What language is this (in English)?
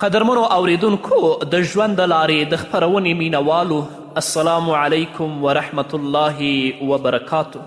Pashto